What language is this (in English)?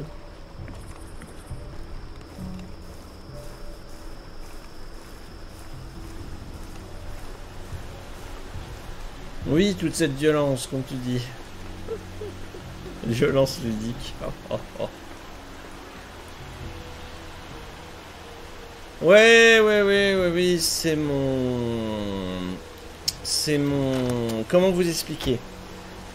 French